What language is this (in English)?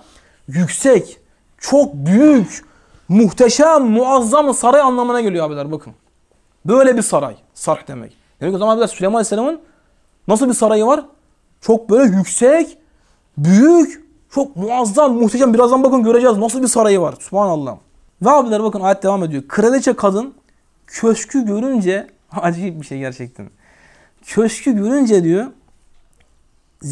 Turkish